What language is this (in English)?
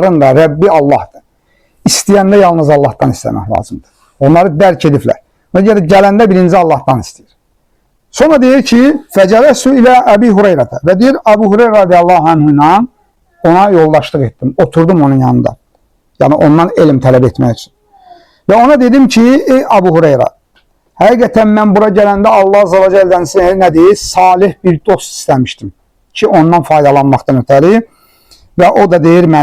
Azerbaijani